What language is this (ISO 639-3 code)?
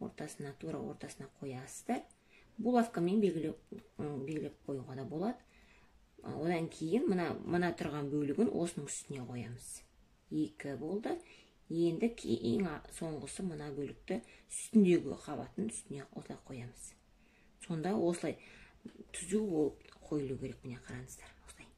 kaz